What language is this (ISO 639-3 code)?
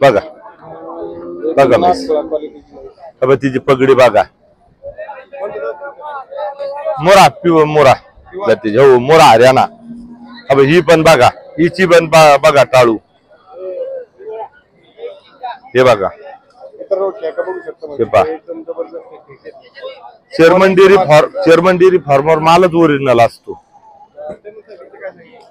mar